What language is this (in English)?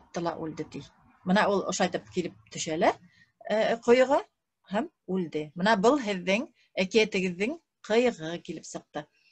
Bashkir